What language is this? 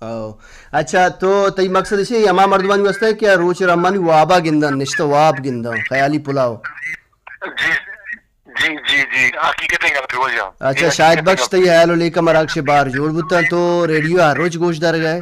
Baluchi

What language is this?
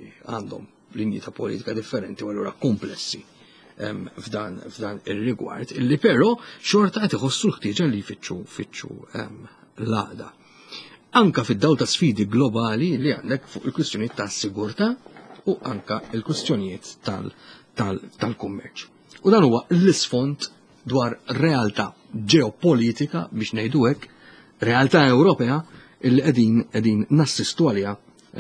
Maltese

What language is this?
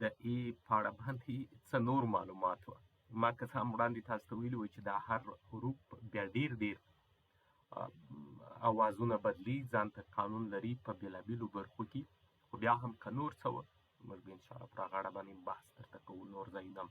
Pashto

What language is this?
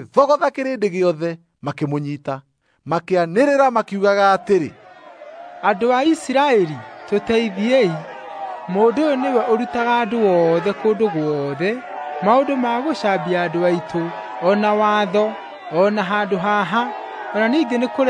Kikuyu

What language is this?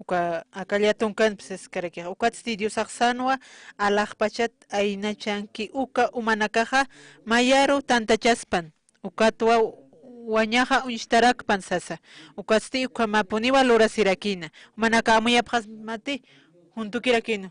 Aymara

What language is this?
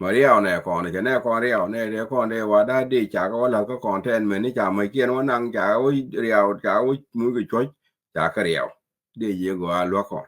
Nuer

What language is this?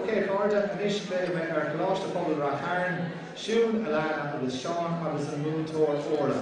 Irish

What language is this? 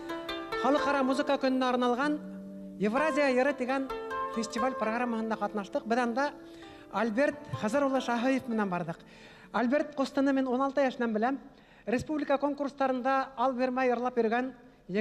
Bashkir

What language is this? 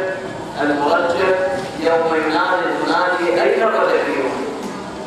Urdu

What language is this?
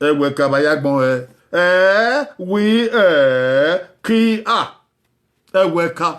Bini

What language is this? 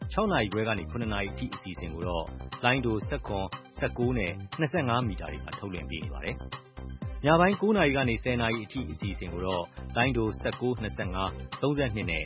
Burmese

